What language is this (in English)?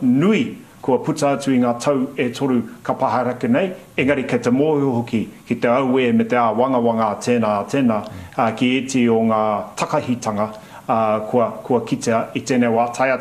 Māori